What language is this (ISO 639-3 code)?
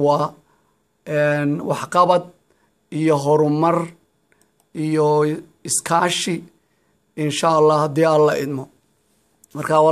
som